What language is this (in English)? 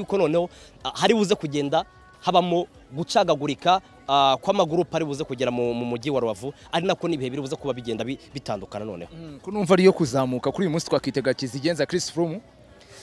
Kinyarwanda